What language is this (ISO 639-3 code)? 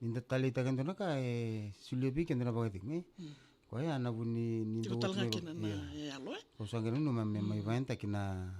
fij